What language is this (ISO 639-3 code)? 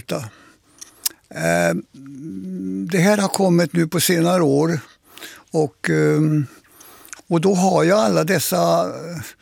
swe